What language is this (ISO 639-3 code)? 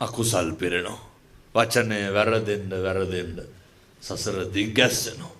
sin